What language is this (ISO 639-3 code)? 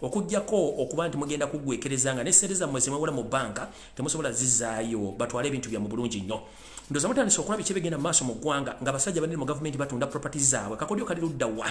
lug